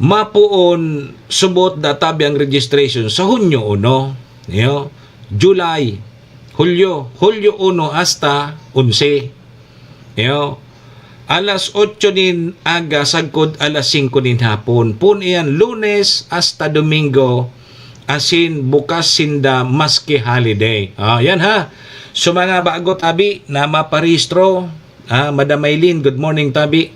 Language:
Bikol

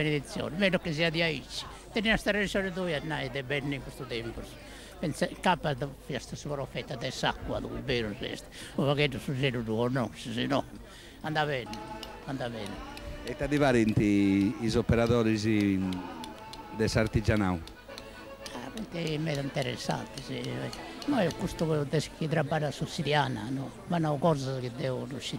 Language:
Sardinian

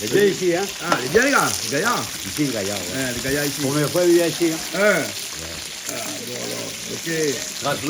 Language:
Réunion Creole French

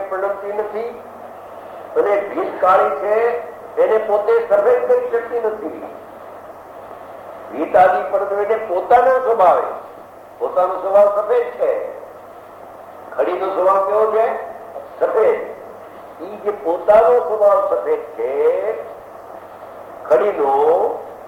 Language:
Gujarati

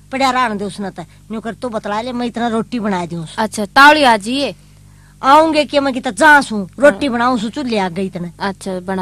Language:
Haryanvi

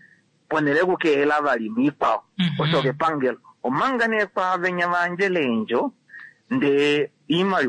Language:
Kuanyama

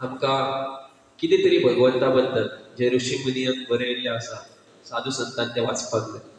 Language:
Konkani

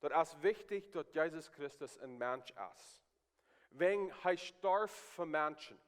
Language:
Plautdietsch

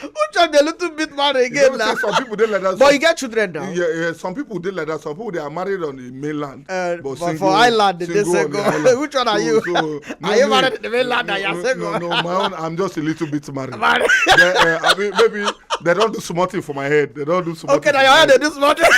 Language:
Nigerian Pidgin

